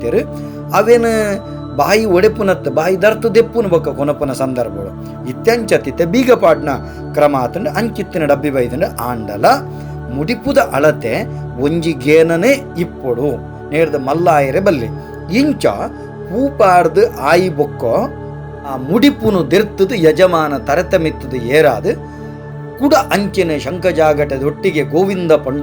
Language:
Tulu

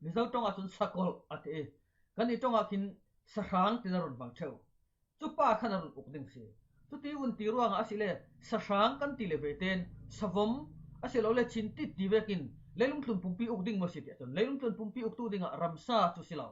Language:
Falam Chin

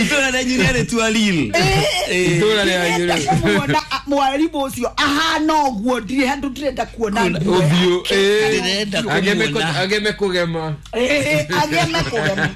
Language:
Kikuyu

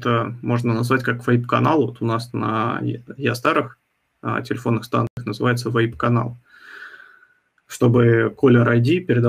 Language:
Russian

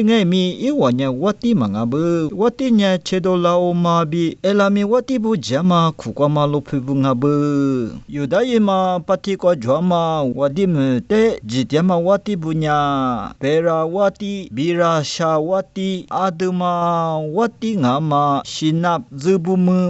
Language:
Lisu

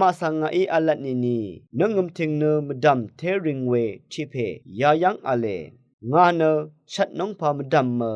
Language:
Rawang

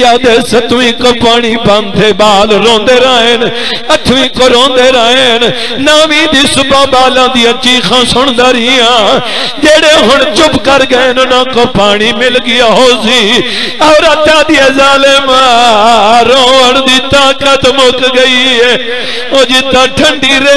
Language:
Saraiki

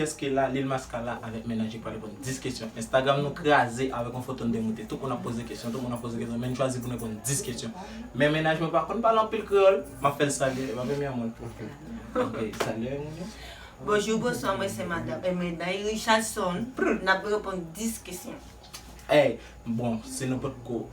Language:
Haitian Creole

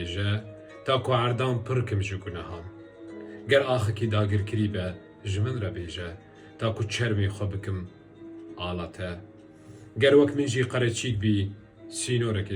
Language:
Kurdish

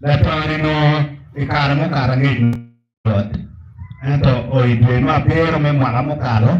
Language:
Acoli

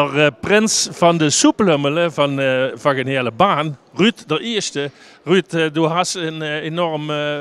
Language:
Limburgish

